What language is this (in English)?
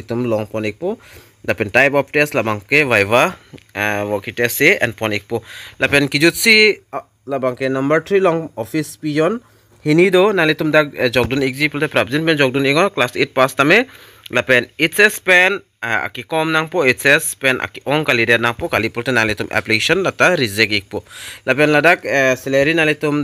Karbi